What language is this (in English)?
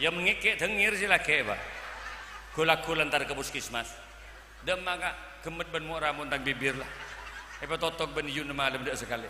Madurese